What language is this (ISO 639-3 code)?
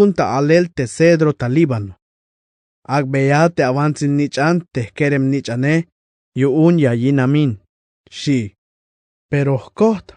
tzh